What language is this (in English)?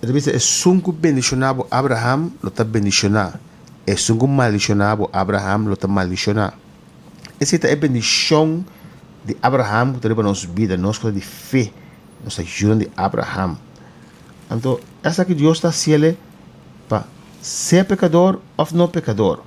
Papiamento